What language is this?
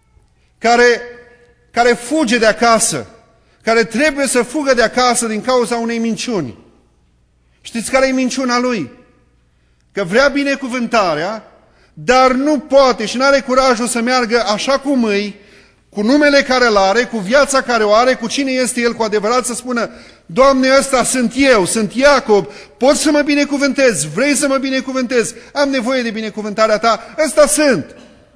Romanian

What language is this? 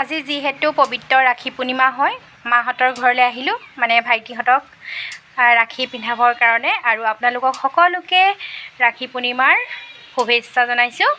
Assamese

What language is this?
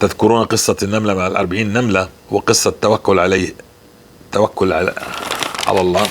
North Levantine Arabic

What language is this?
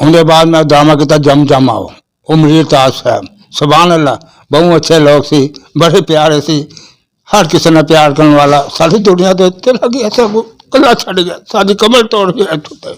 Western Panjabi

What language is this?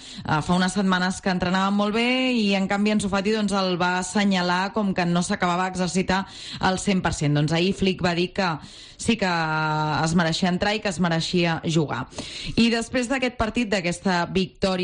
Catalan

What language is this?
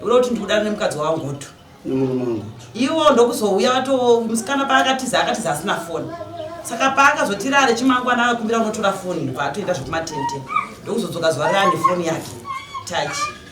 Shona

